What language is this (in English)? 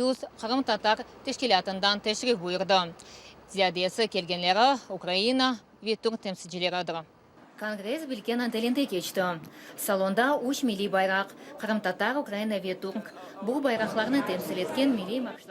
Crimean Tatar